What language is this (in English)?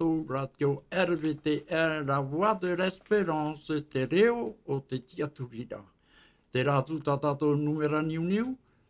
Tahitian